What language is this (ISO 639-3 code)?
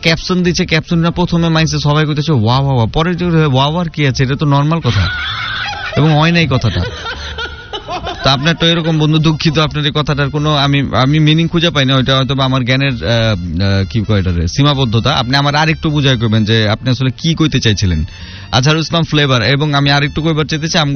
ben